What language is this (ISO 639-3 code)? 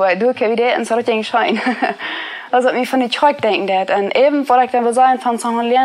pdt